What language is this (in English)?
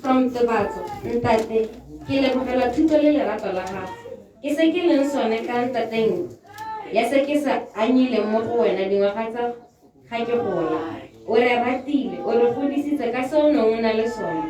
Tswana